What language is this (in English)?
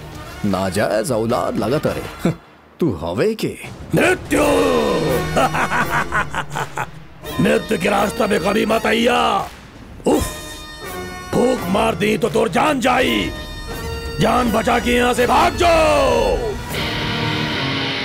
Bhojpuri